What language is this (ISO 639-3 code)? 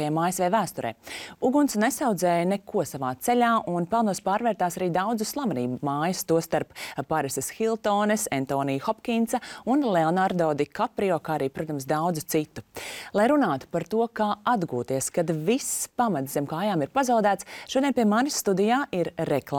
lav